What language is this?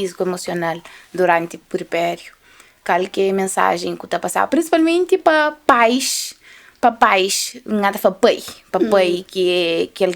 Kabuverdianu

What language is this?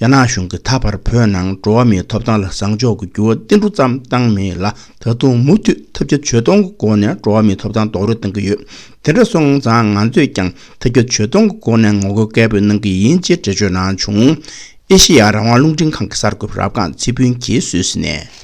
Tibetan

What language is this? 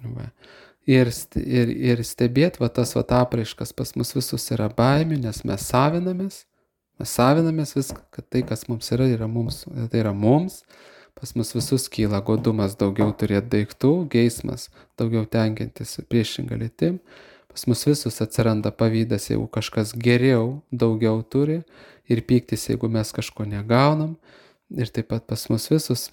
Lithuanian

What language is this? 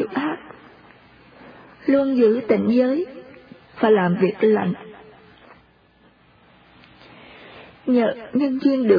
Vietnamese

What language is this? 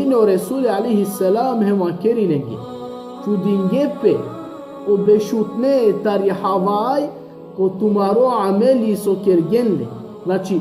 Balkan Romani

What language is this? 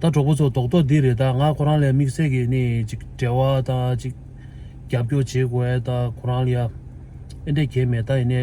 Tibetan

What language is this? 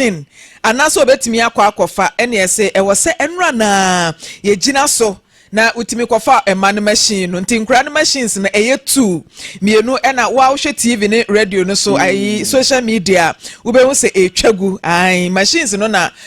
Akan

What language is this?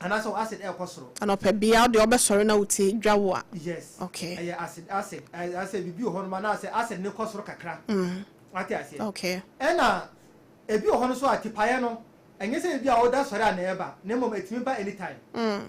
Akan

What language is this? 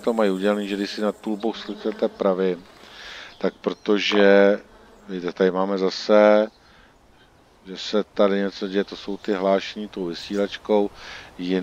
Czech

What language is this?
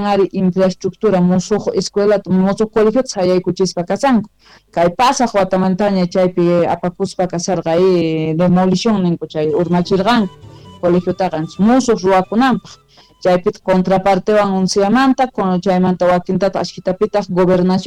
Quechua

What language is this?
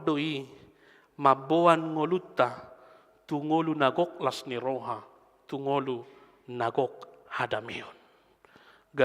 Batak Toba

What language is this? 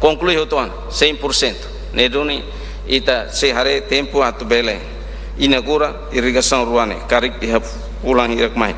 Tetum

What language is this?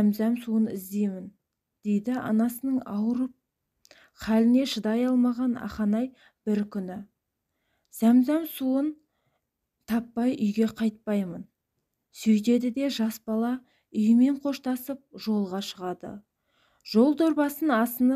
Kazakh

